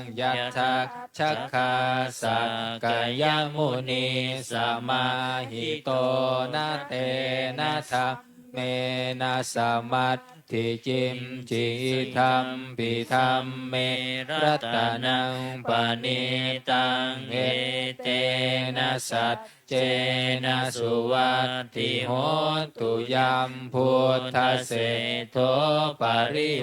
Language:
Pali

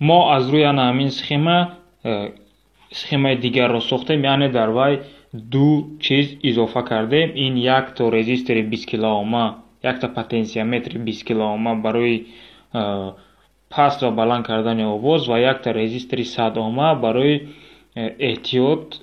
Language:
Tajik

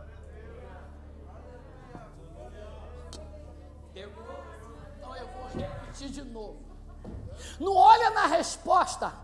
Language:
Portuguese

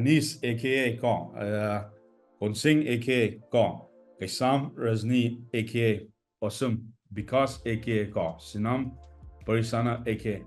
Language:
Manipuri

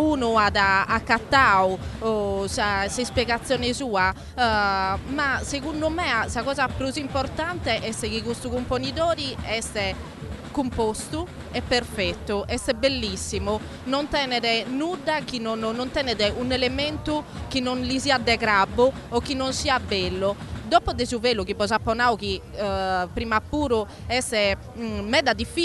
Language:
Sardinian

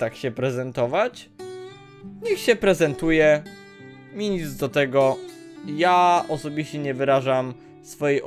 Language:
Polish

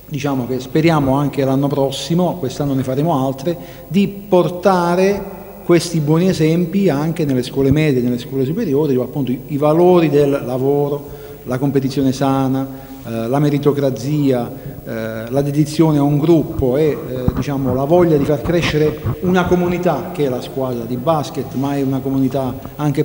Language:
Italian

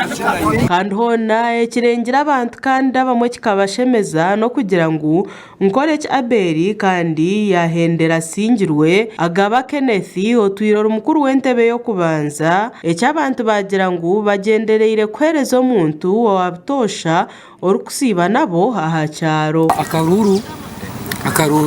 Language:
Nyankole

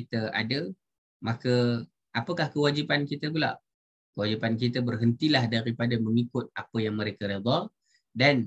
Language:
Malay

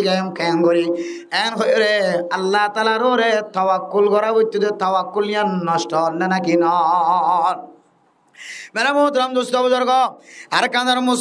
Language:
Rohingya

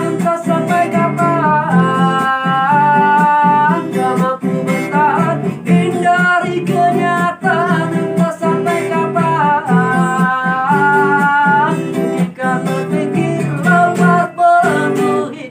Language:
Minangkabau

